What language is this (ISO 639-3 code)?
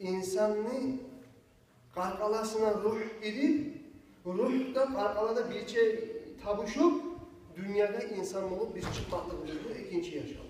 kum